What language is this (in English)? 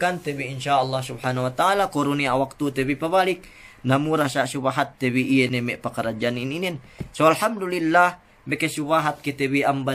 Yakan